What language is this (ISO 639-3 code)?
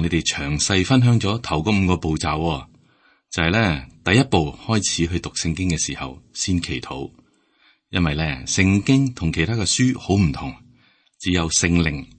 yue